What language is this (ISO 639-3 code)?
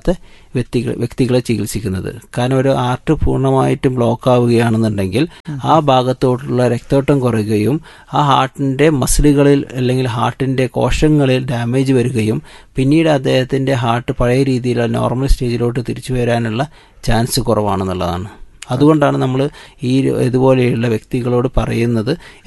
mal